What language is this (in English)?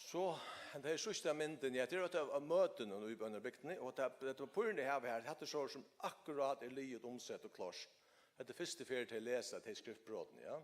Faroese